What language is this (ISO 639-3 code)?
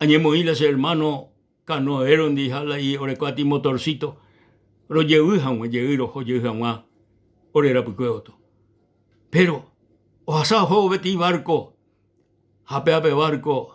grn